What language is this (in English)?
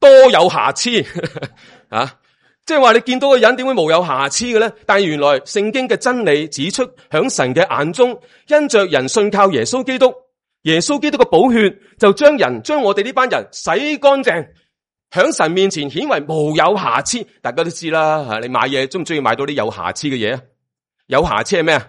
Cantonese